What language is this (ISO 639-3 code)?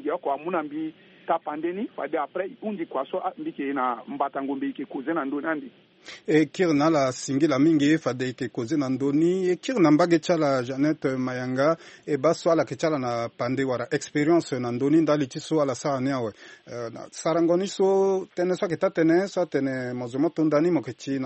sag